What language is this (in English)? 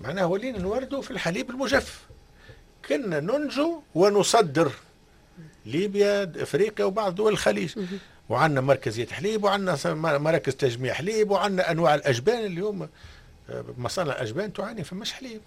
Tunisian Arabic